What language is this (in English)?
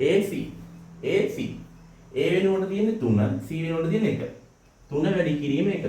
Sinhala